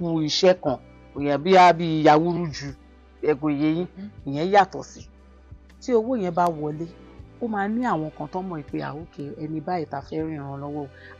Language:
Yoruba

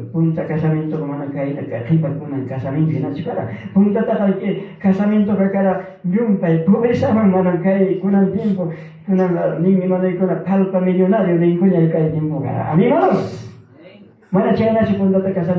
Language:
Ayacucho Quechua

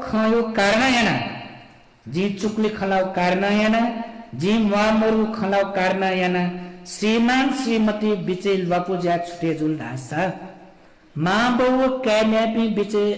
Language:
Newari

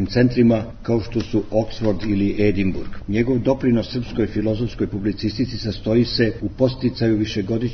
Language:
Serbian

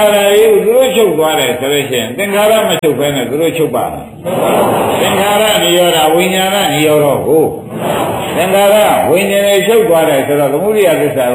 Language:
Burmese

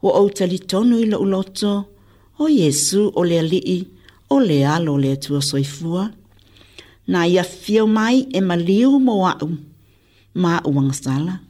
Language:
Samoan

